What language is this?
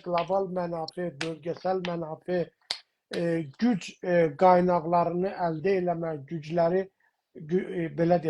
South Azerbaijani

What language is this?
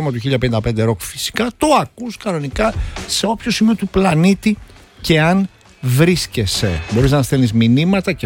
Greek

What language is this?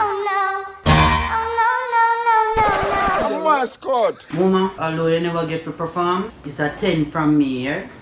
Jamaican Creole English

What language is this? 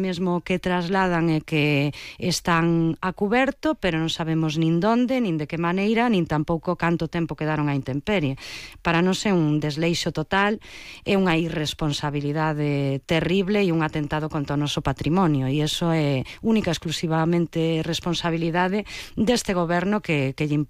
Galician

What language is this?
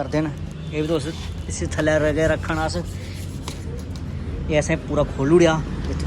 Dogri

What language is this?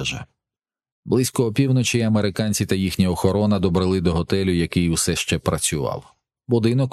Ukrainian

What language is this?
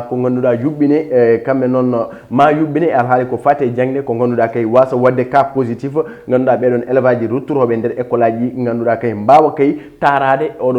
Fula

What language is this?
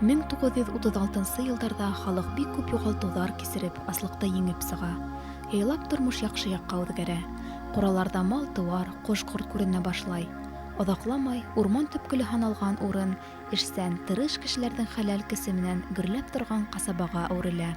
Bashkir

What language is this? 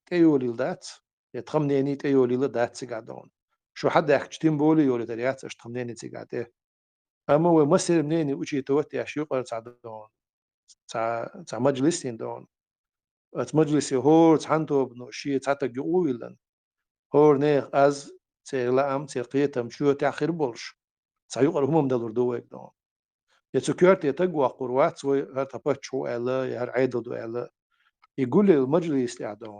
Chechen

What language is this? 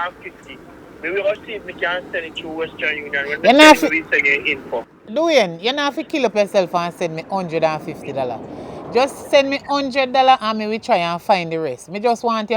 Jamaican Creole English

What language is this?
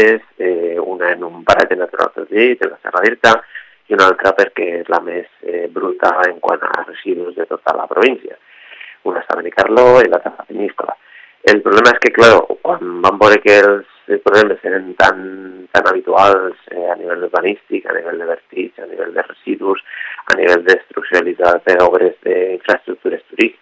Catalan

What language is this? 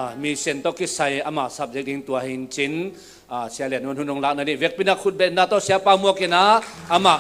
Tedim Chin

